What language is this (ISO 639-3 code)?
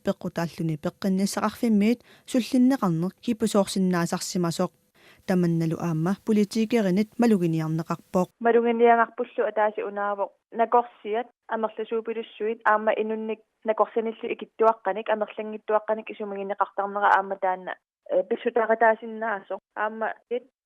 kal